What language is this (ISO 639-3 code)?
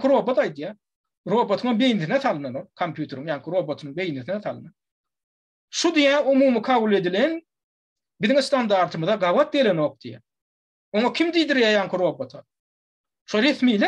tuk